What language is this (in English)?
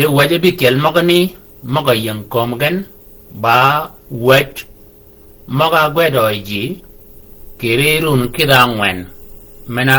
Shilluk